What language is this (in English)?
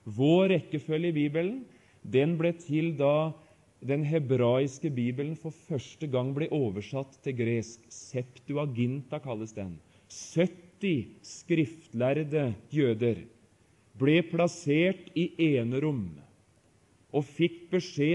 Norwegian